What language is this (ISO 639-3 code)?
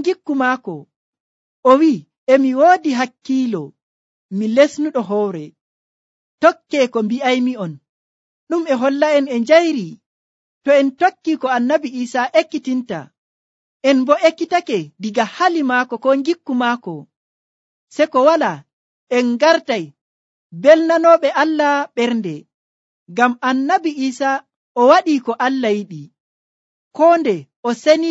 fuv